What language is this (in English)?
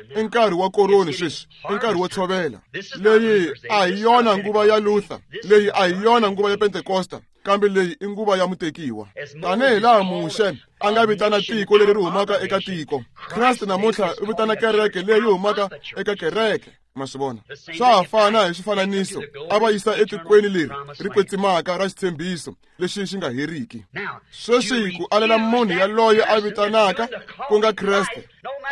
Tsonga